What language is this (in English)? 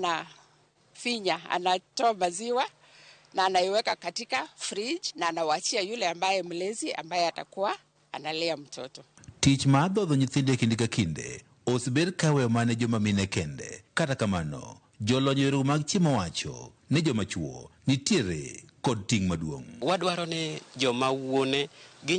Luo (Kenya and Tanzania)